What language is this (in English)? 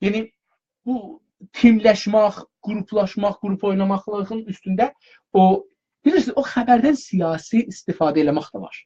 South Azerbaijani